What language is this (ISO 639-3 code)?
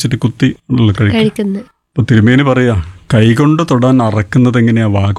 mal